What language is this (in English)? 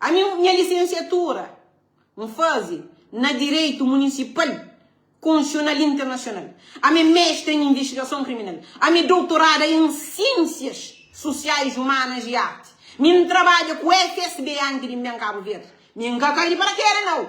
Kabuverdianu